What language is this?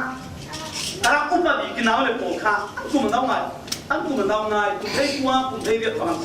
Falam Chin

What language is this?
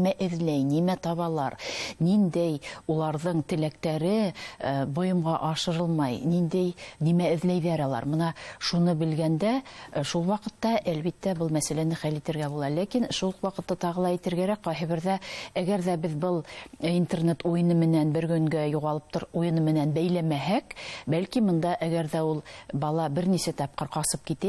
Bashkir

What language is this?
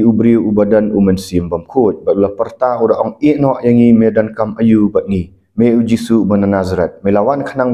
Khasi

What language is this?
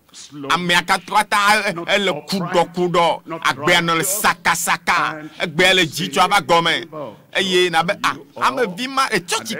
Ewe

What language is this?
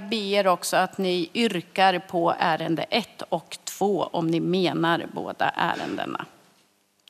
Swedish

